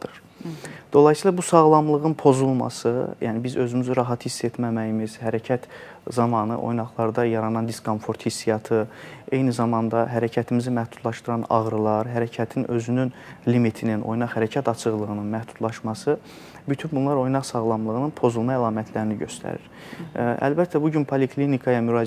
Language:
Azerbaijani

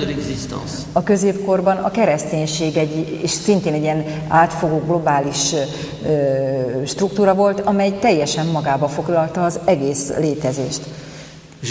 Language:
Hungarian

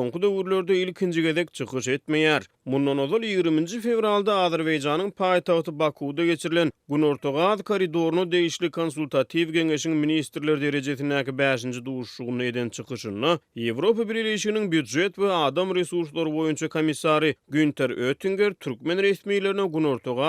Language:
Turkmen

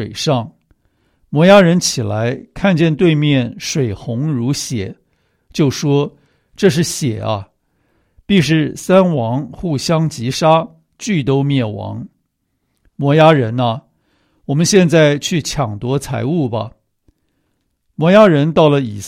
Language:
Chinese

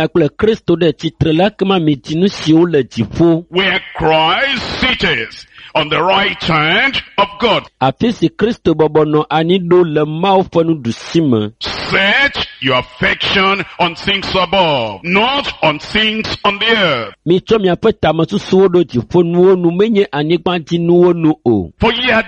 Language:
Ewe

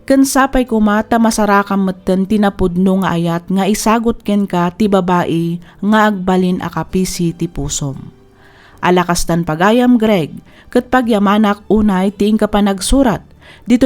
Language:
Iloko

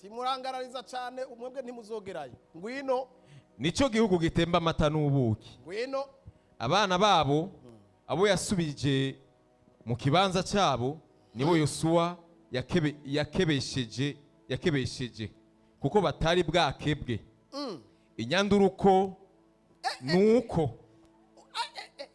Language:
Rundi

